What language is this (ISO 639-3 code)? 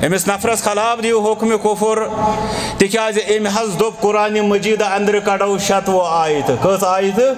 kas